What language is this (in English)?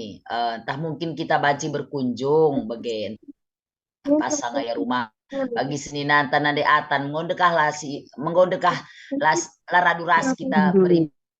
Batak Karo